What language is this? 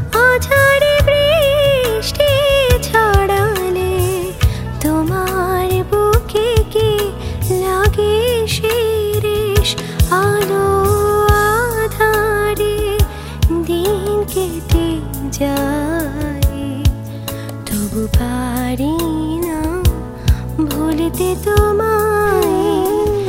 Bangla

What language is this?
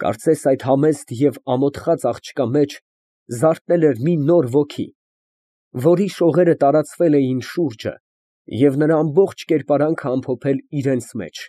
Armenian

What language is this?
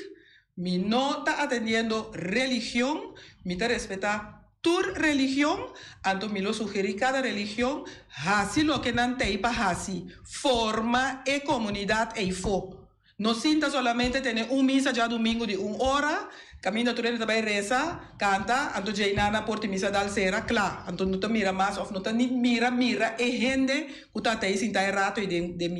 Papiamento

